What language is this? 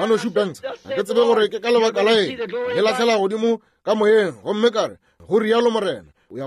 Northern Sotho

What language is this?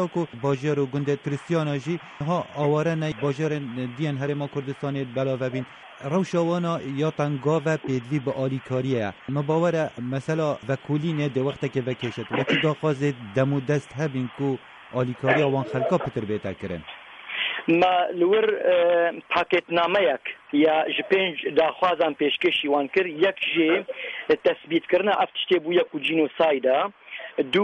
Kurdish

